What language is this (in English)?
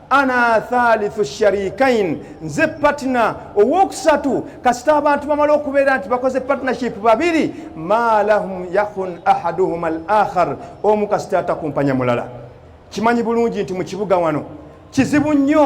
Ganda